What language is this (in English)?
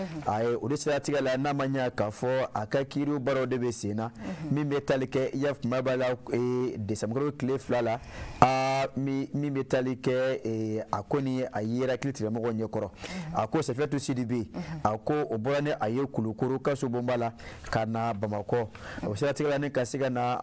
Bambara